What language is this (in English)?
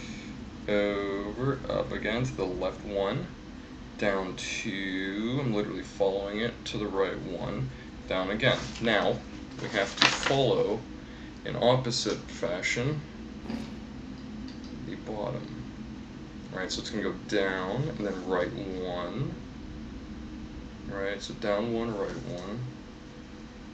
English